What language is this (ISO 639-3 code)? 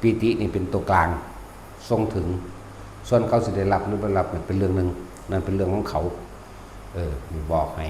tts